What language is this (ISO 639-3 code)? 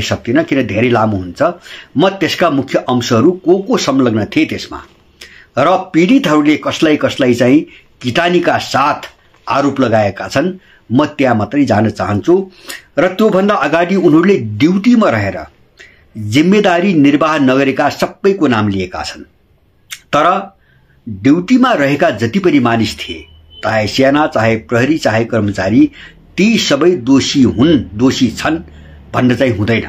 nep